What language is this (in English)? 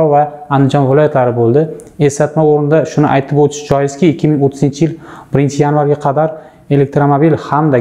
Uzbek